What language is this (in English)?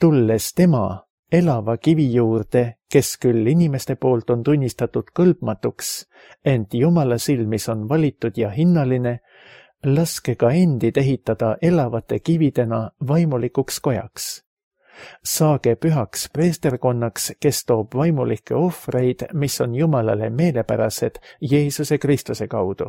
Estonian